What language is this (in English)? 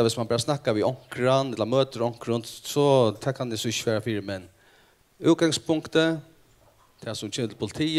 Faroese